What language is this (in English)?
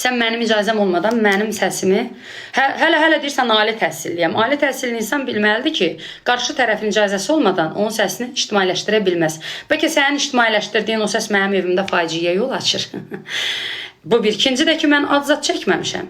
Azerbaijani